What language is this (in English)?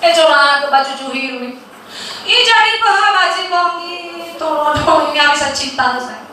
Nias